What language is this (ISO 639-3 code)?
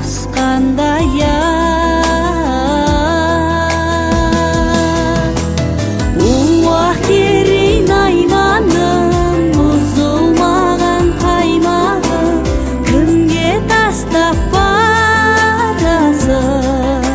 kaz